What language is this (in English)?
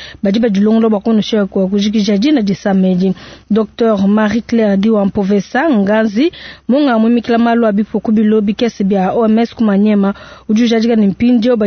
Luba-Lulua